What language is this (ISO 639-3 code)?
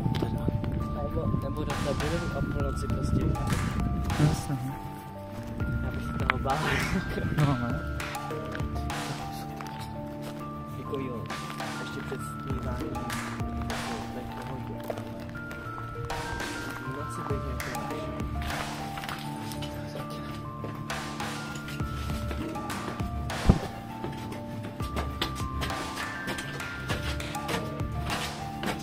ces